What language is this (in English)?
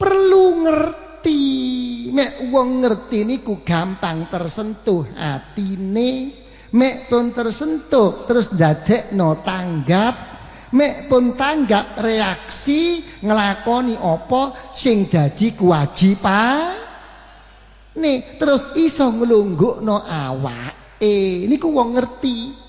Javanese